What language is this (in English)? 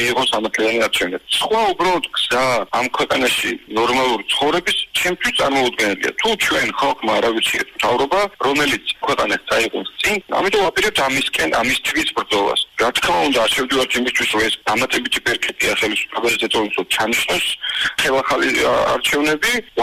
Georgian